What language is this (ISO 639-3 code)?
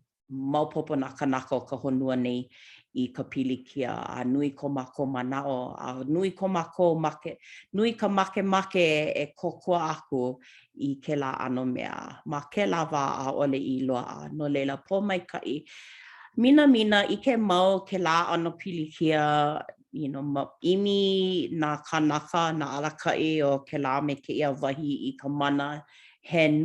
haw